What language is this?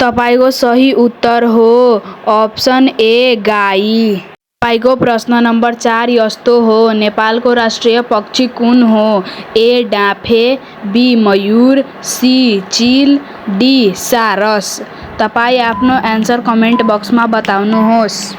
Nepali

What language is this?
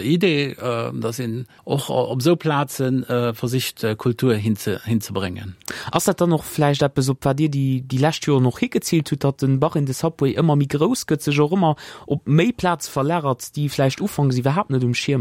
Luxembourgish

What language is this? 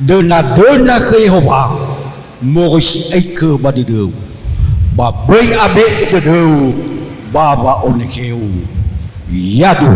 Nias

